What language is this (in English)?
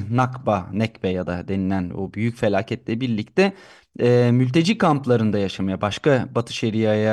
Turkish